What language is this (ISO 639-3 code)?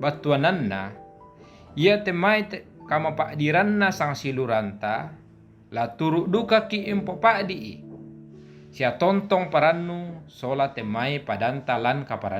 sda